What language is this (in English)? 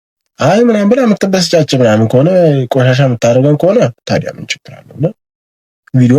Amharic